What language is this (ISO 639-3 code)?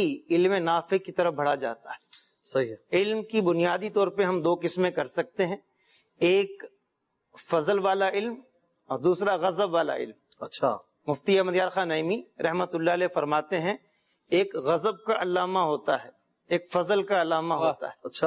urd